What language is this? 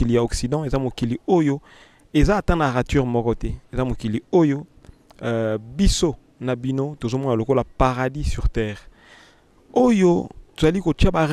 Lingala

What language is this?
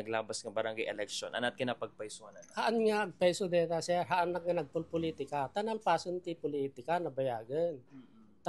Iloko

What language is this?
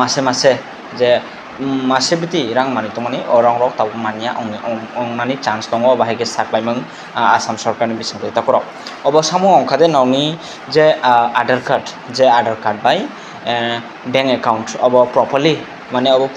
Kok Borok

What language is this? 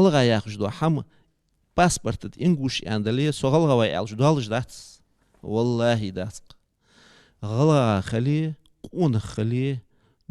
Ingush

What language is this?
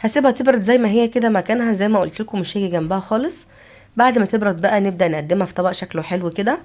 Egyptian Arabic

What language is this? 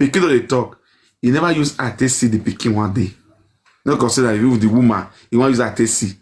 Nigerian Pidgin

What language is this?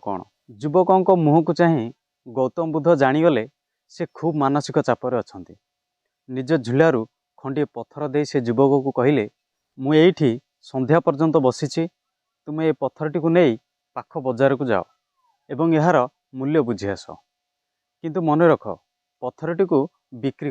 Odia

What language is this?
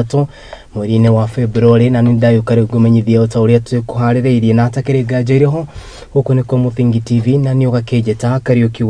Kikuyu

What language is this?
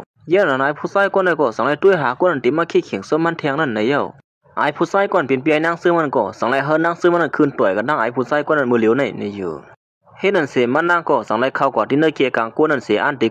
Shan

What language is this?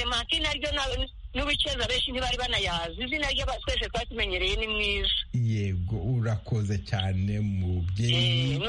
Kinyarwanda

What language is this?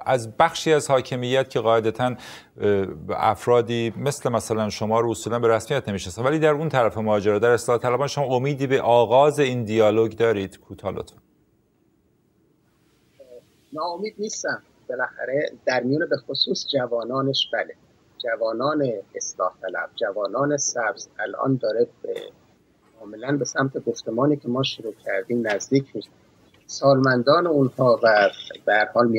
Persian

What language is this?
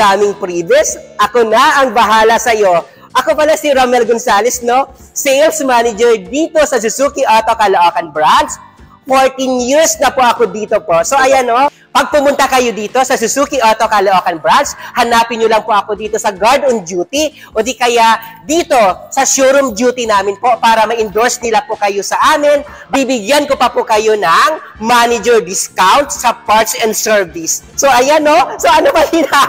Filipino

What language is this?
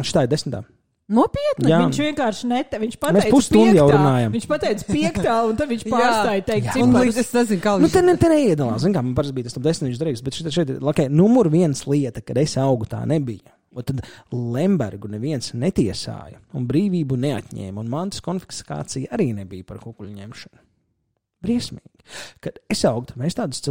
Latvian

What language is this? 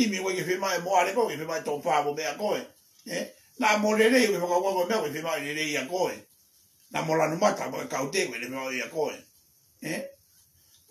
Tongan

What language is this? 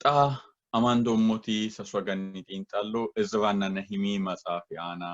Sidamo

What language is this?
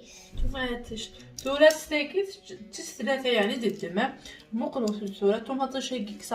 Kabyle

